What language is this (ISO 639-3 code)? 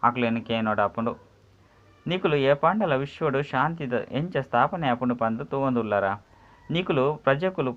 tcy